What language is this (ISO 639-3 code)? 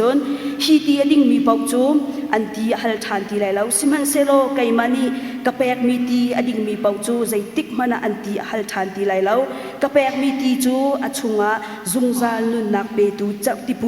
cnh